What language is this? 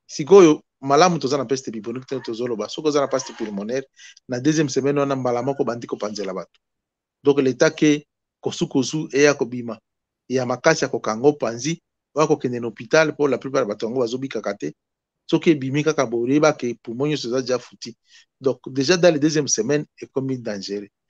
Lingala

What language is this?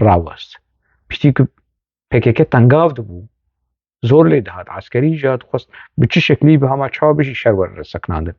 Kurdish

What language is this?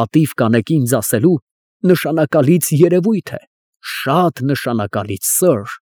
Armenian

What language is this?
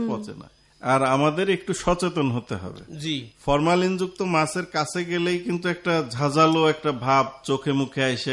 Bangla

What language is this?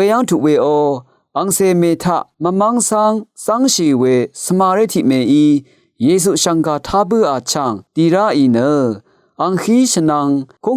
Rawang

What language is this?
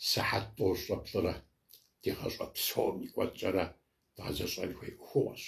Kabardian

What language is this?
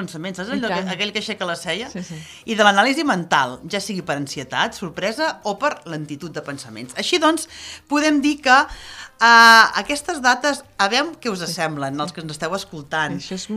Catalan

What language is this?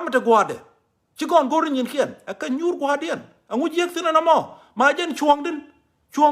Nuer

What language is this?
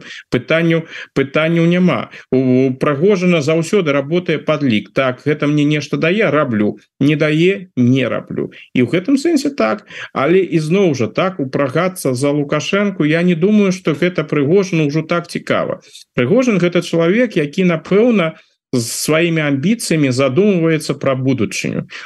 Belarusian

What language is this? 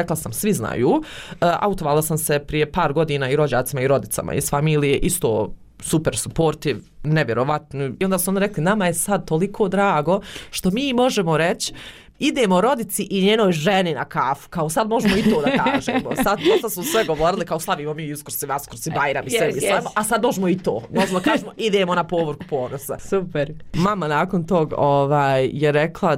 Bosnian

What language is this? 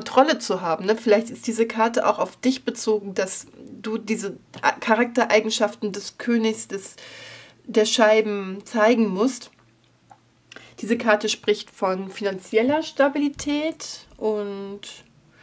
German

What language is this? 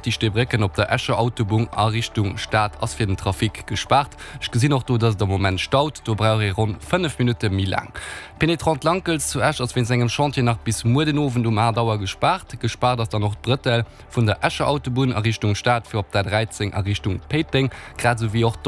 Luxembourgish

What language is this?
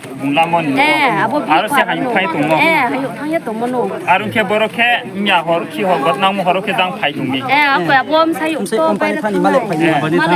Riang (India)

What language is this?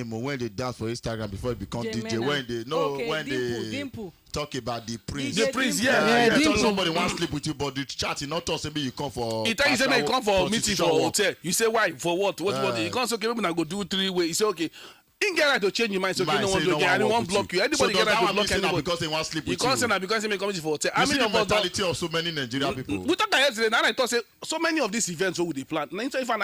Nigerian Pidgin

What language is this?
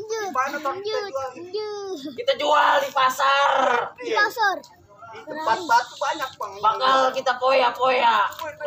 Betawi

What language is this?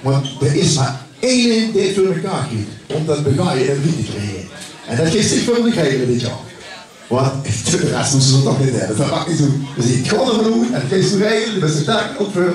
Limburgish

